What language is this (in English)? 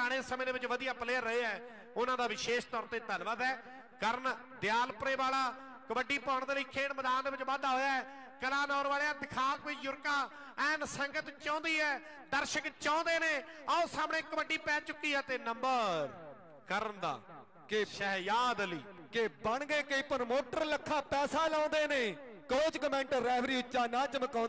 Punjabi